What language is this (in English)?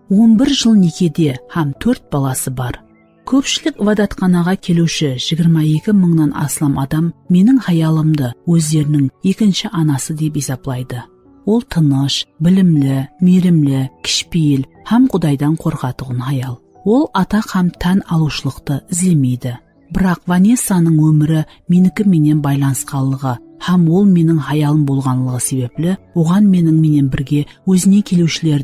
Kara-Kalpak